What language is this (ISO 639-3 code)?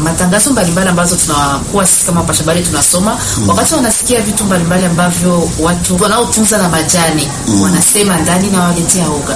swa